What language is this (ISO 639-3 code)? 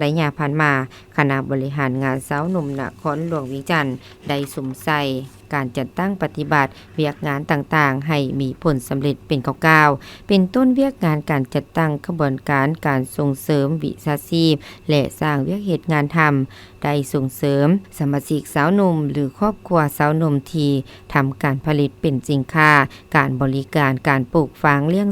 lao